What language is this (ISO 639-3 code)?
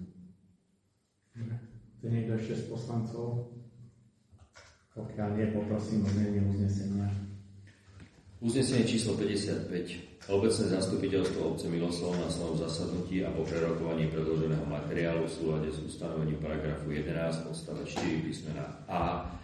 slk